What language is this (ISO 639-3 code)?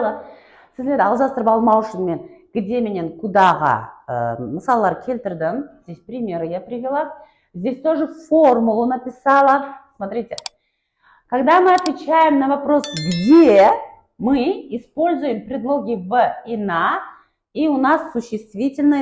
kaa